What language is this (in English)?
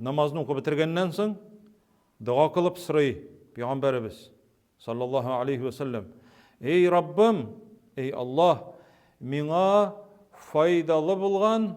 Tatar